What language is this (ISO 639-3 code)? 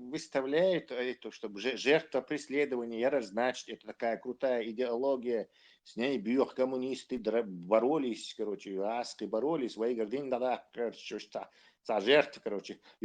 che